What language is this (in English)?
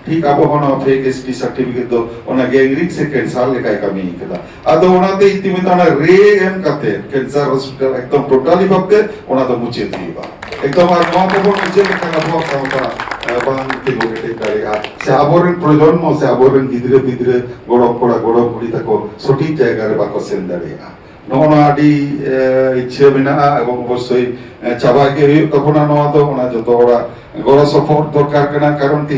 Santali